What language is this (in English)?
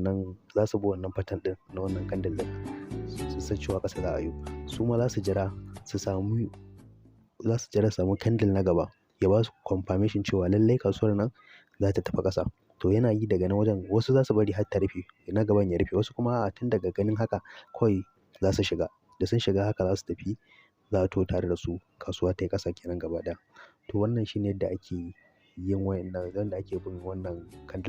Hausa